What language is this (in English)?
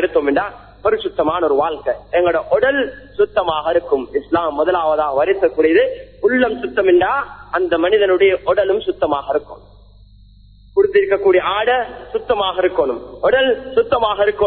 Tamil